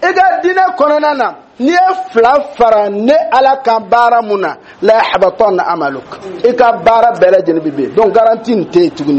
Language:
Dyula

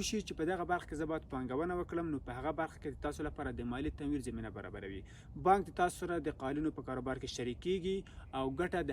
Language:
Pashto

